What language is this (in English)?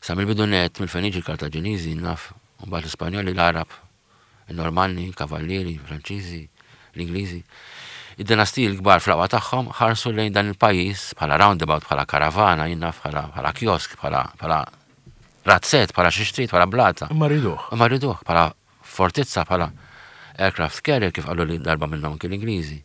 Maltese